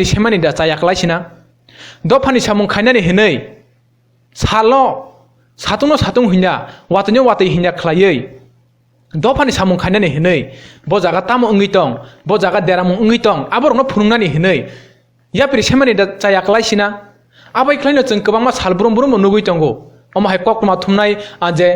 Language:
Kok Borok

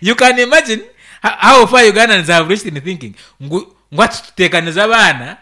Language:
Nyankole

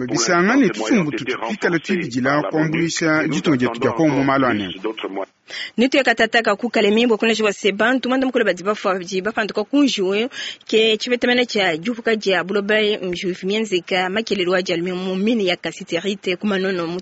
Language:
Luba-Lulua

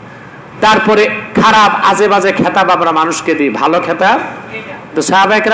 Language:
Bangla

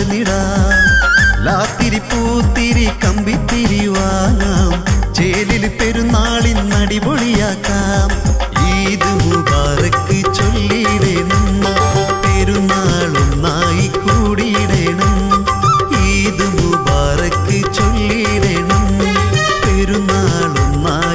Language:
Malayalam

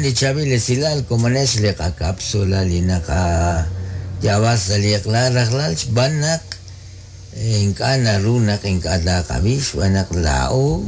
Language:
Kekchí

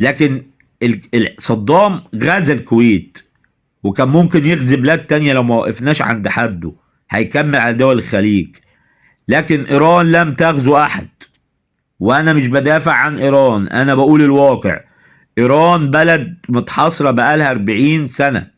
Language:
Egyptian Arabic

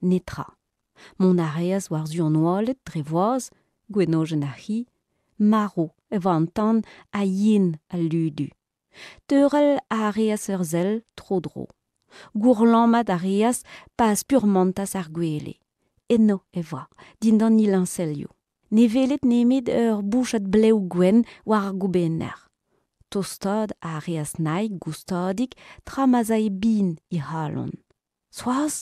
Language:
Breton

